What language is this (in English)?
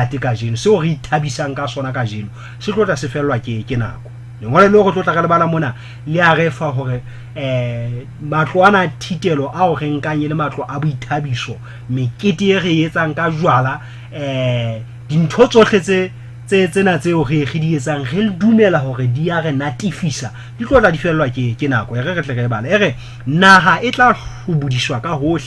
Southern Sotho